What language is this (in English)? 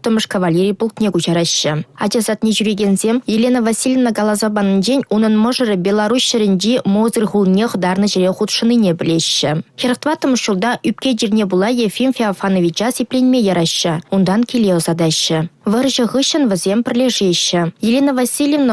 Chuvash